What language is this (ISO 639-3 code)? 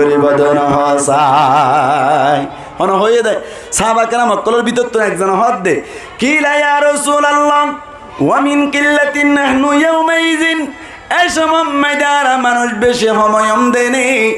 rhg